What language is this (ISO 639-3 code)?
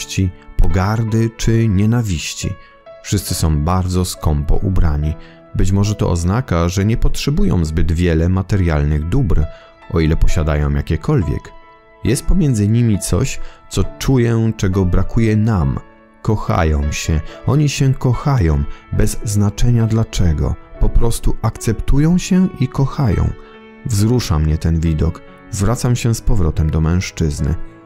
pol